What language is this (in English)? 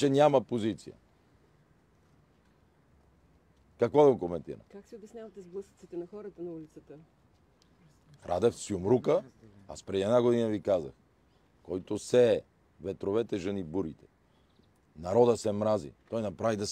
Bulgarian